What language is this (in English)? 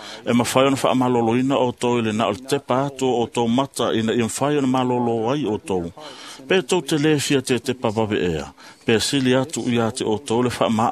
Samoan